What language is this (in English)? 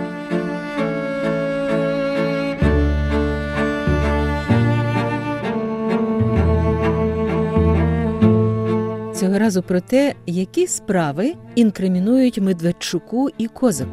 Ukrainian